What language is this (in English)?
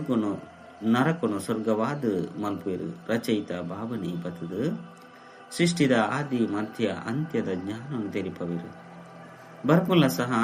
Tulu